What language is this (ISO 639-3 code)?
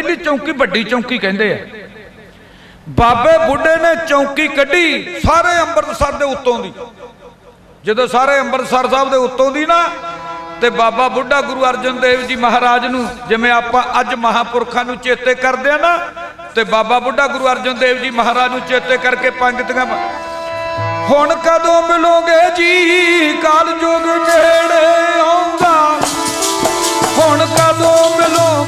pan